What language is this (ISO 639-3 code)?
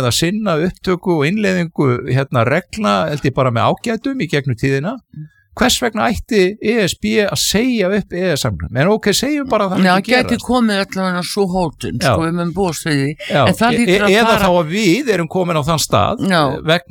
isl